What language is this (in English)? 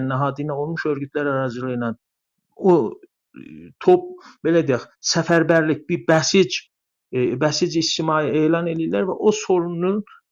South Azerbaijani